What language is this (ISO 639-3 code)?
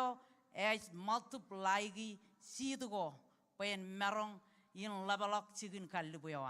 mah